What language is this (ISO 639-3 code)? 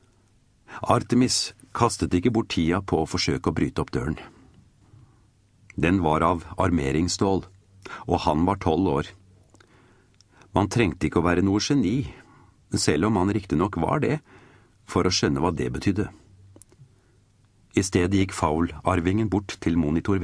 nor